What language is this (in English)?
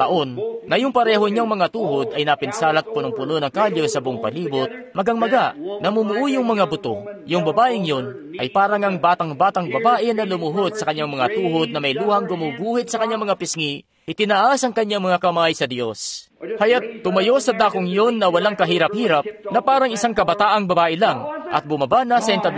Filipino